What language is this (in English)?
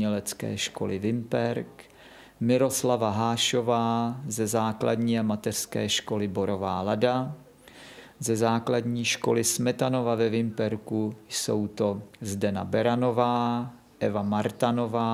Czech